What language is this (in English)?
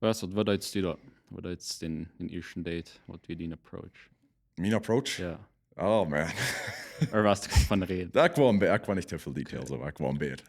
Plautdietsch